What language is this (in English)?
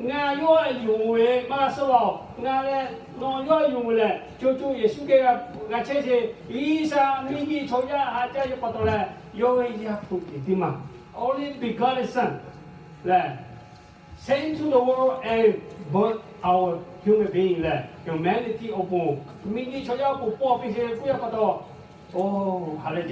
Lahu